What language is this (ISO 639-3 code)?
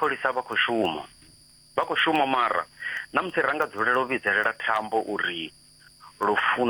ven